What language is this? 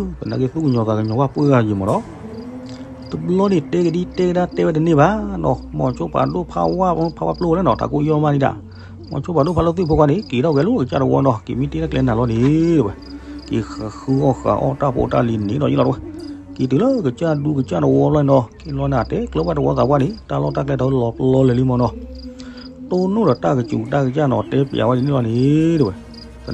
S'gaw Karen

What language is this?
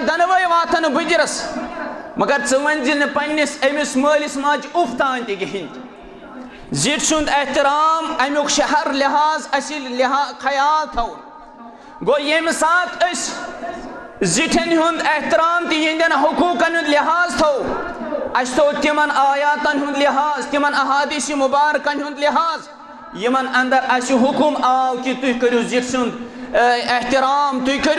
Kashmiri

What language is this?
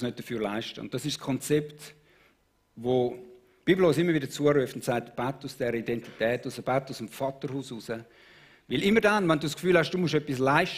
Swiss German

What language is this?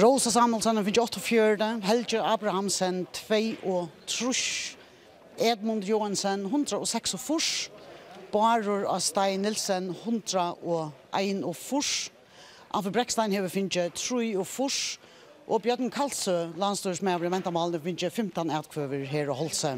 Faroese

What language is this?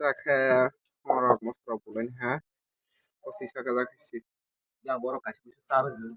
Kok Borok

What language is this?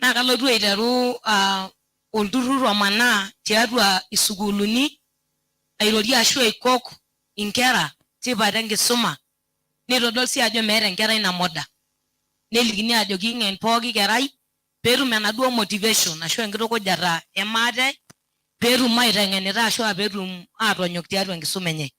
Masai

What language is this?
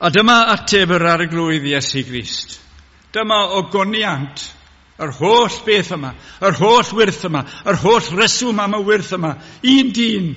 Welsh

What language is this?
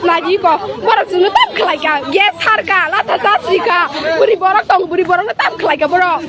Kok Borok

